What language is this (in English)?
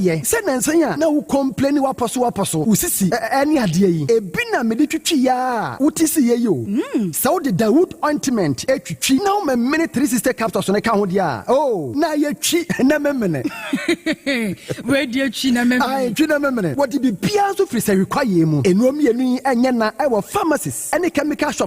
Akan